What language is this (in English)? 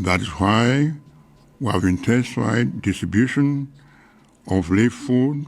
English